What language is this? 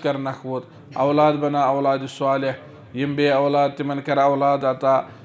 Kashmiri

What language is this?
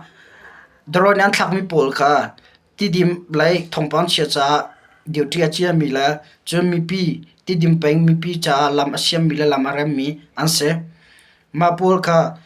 Hakha Chin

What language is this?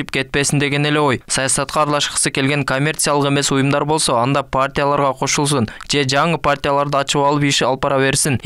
Kyrgyz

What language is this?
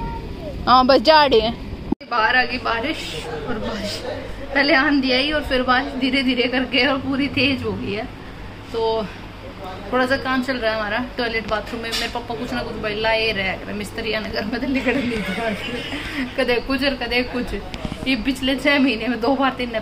Hindi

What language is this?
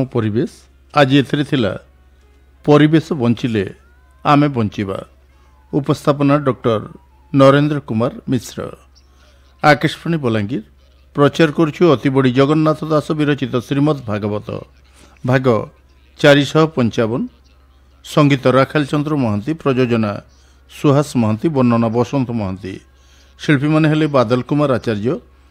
Odia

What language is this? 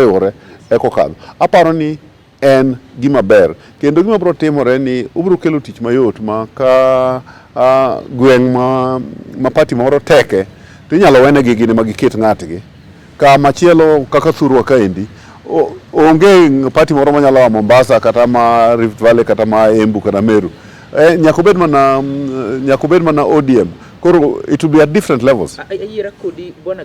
Luo (Kenya and Tanzania)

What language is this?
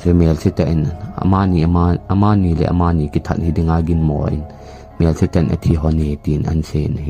Thado Chin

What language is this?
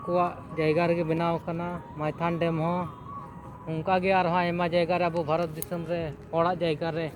Santali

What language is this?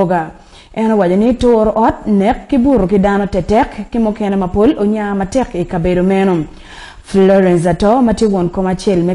Acoli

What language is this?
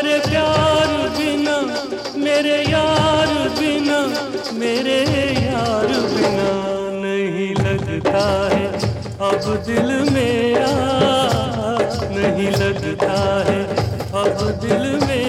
Hindi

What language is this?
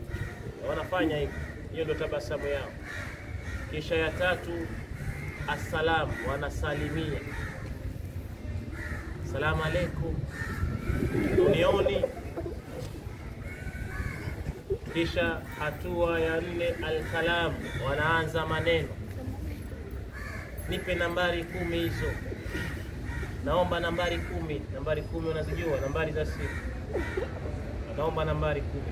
Swahili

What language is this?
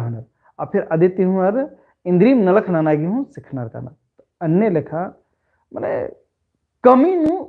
Kurukh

